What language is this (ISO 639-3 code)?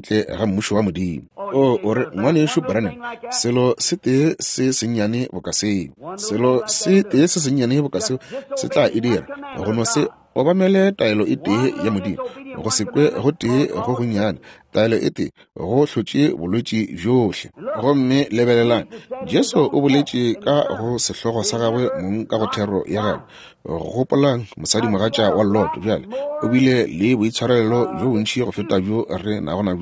nso